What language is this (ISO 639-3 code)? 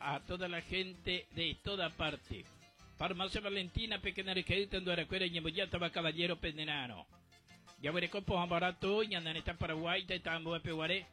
grn